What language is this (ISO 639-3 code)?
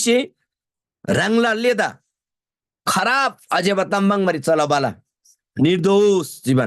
taj